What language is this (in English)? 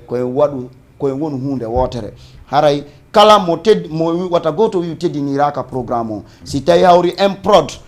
Fula